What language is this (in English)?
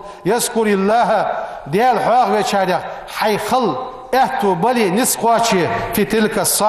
Ingush